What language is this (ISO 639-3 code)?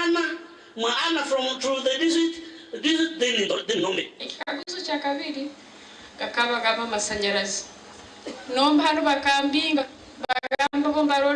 nyn